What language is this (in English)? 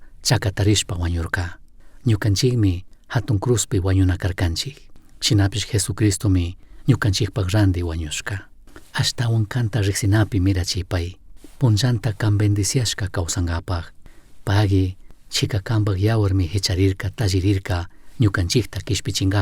Chimborazo Highland Quichua